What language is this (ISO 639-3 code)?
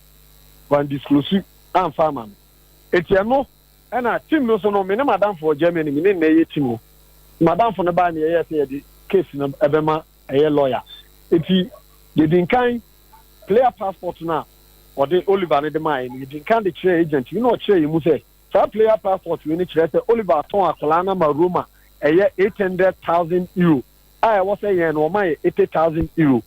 aka